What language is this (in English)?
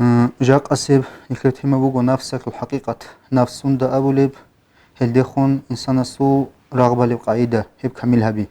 Avaric